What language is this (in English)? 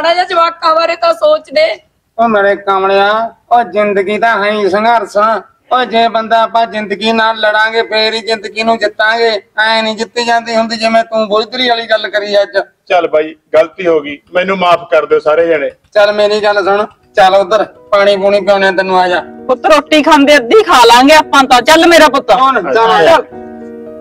Punjabi